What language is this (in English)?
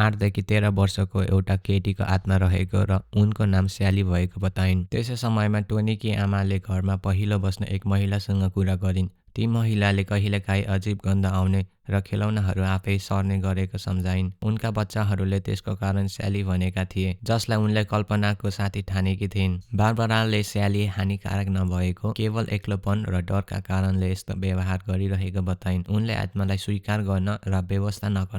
Nepali